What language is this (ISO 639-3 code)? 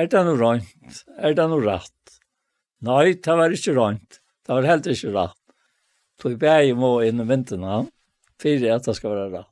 fao